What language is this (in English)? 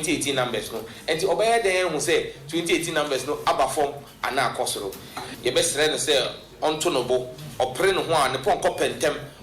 Akan